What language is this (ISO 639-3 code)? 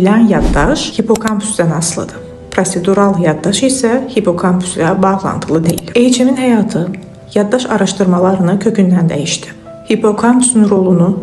aze